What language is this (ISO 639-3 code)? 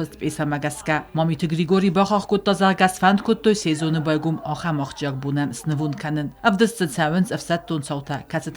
oss